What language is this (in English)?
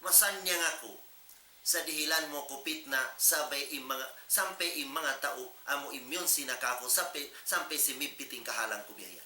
Tausug